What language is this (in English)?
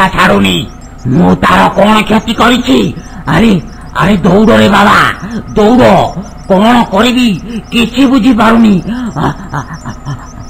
Odia